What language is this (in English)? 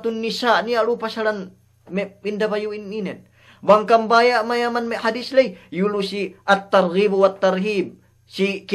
Yakan